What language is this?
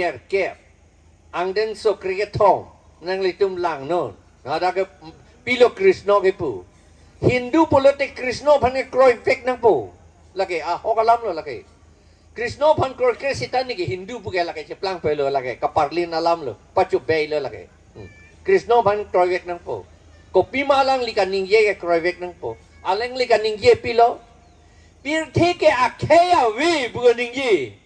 Karbi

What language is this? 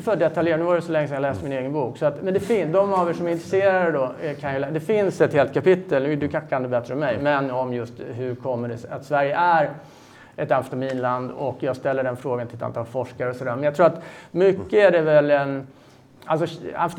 Swedish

